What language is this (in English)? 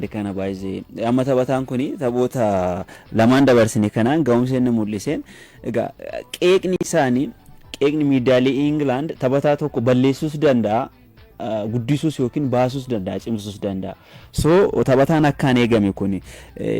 Oromo